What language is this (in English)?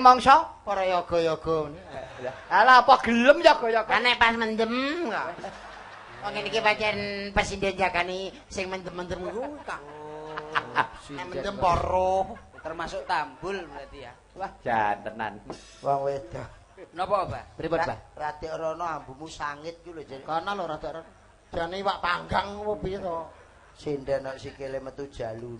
Javanese